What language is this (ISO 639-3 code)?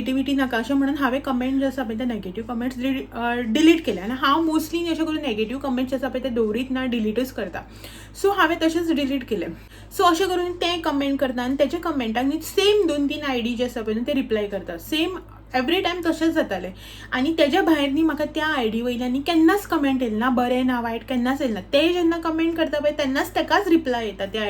kok